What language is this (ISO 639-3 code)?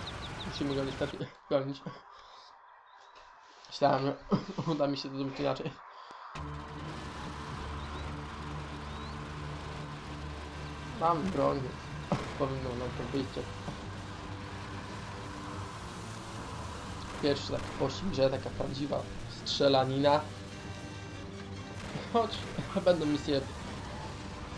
pol